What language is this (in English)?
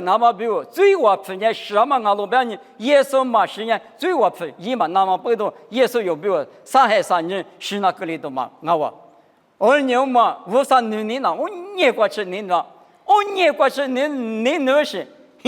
Lisu